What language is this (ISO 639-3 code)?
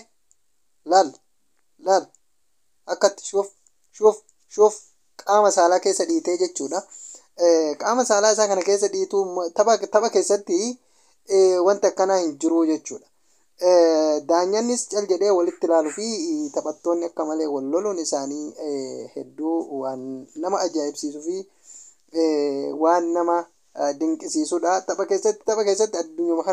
orm